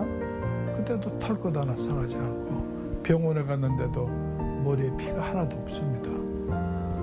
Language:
Korean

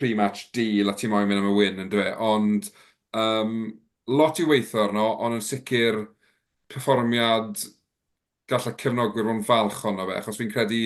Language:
Welsh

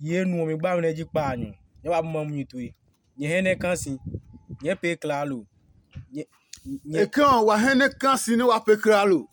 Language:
Adangme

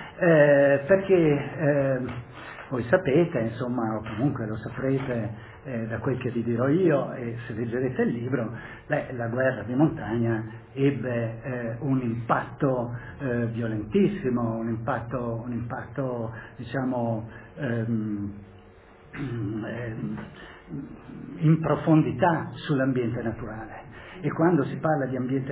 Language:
Italian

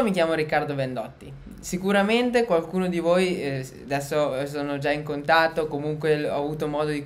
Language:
Italian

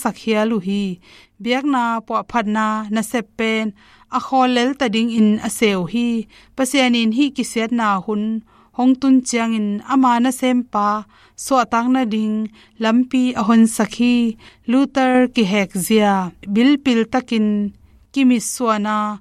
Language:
Tedim Chin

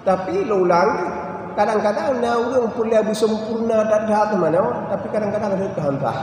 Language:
Achinese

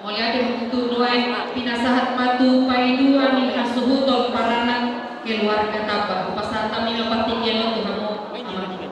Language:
Batak Toba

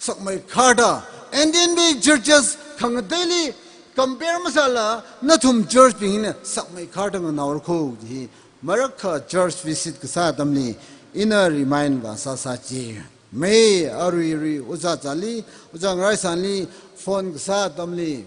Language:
Tangkhul Naga (India)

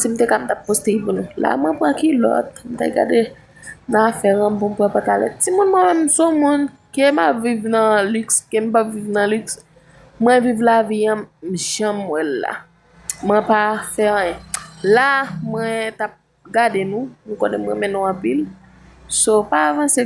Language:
Haitian Creole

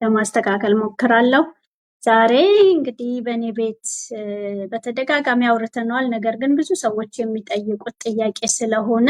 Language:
Amharic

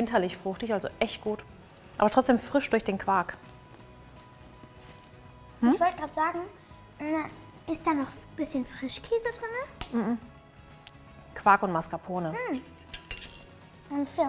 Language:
German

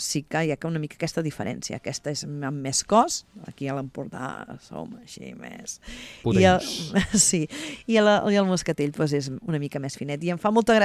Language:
Catalan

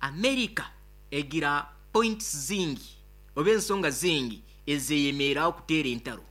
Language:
Nyankole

